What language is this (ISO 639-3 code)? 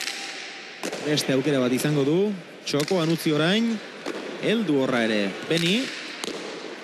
eus